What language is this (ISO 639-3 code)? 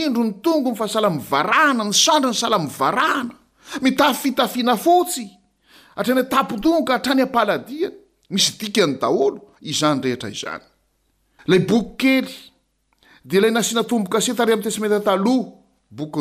mlg